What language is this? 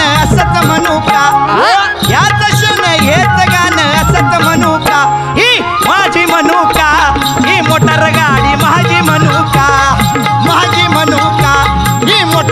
Marathi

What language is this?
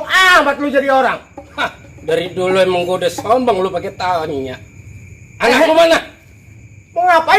Betawi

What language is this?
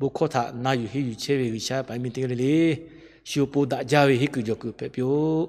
Lahu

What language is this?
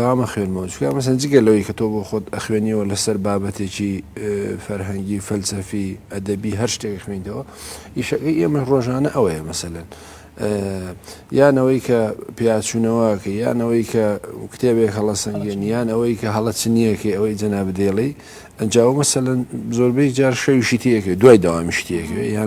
Central Kurdish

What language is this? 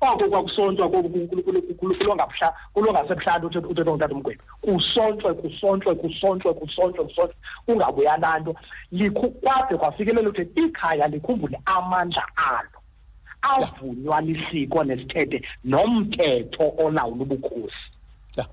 Xhosa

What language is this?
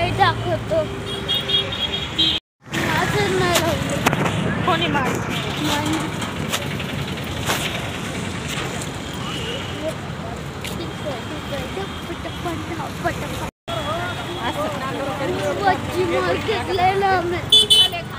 Marathi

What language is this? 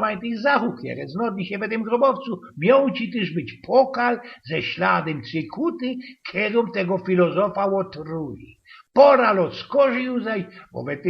Silesian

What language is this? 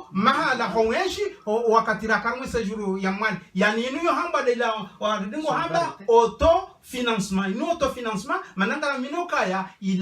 Ngazidja Comorian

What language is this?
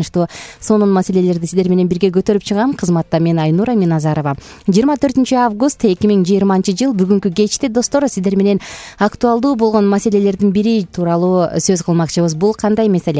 Kyrgyz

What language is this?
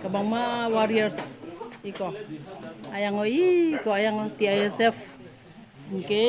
Kok Borok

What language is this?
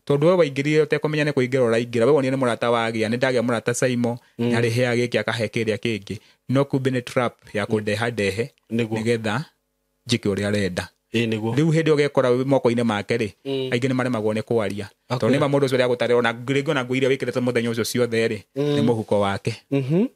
Kikuyu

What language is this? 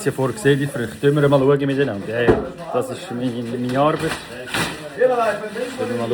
Swiss German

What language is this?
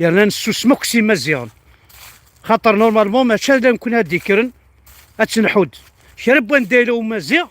Kabyle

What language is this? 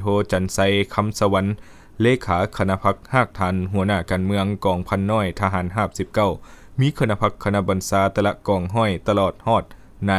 Lao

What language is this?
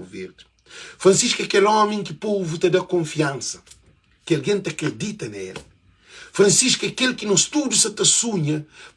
Kabuverdianu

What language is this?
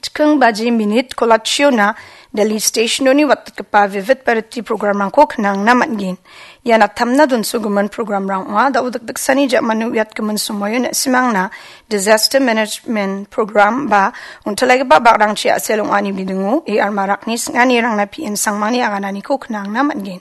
Garo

